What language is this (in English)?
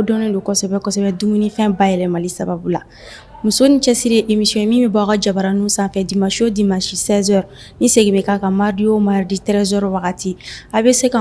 Bambara